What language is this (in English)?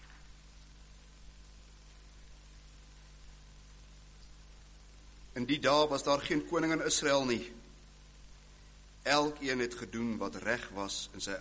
Afrikaans